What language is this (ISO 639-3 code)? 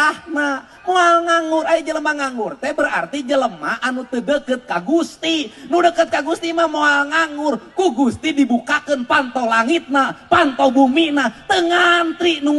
sun